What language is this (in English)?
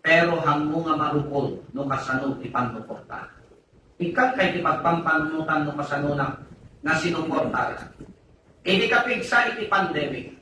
Iloko